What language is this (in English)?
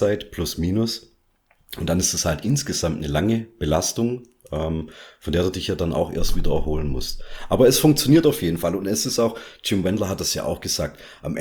German